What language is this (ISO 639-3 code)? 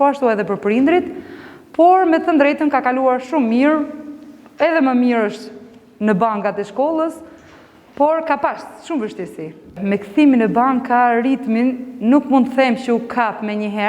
sqi